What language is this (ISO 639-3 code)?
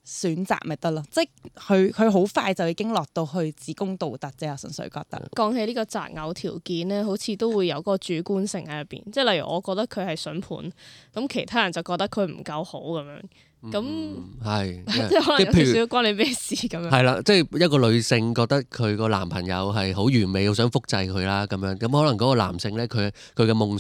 yue